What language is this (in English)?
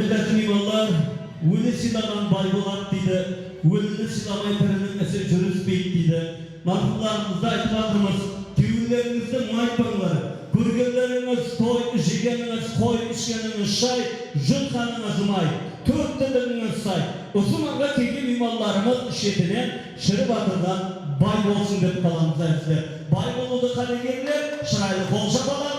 Kara-Kalpak